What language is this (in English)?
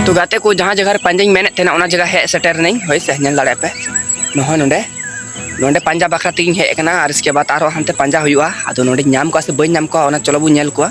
Santali